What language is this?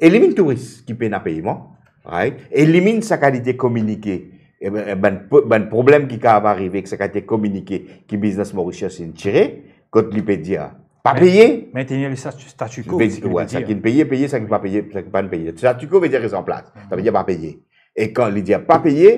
Morisyen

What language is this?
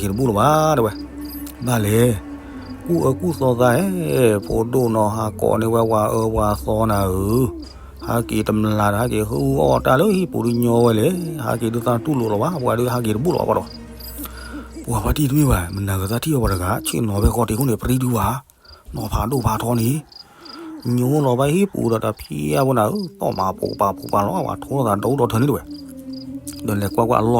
S'gaw Karen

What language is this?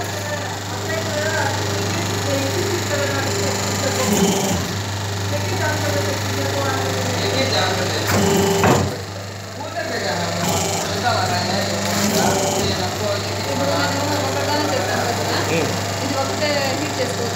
Telugu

